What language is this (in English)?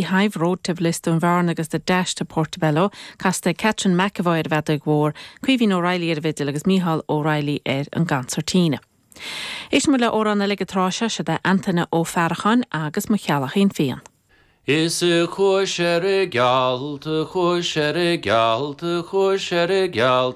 Irish